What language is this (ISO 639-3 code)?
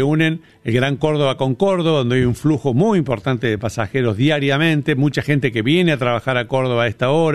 spa